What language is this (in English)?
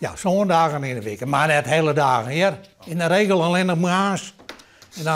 Western Frisian